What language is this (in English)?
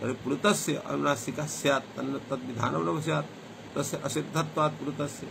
Sanskrit